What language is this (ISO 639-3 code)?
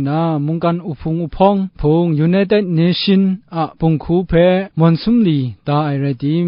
kac